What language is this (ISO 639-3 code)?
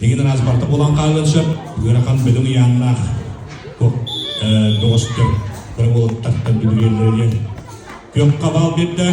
sah